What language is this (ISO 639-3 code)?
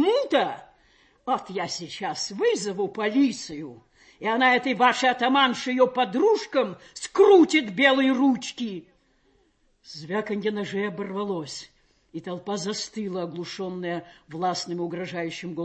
rus